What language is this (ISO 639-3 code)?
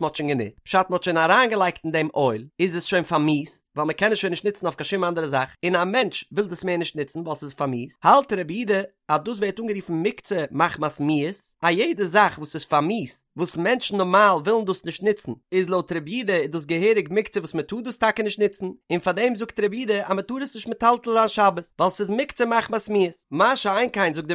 yid